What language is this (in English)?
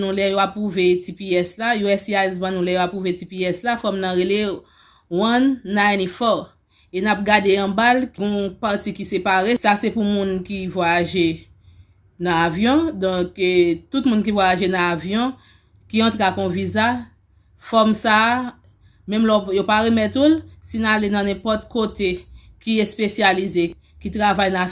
Haitian Creole